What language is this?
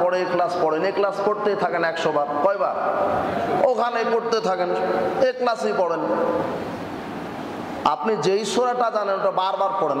Bangla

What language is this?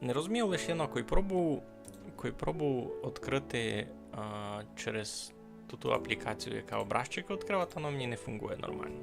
Rusyn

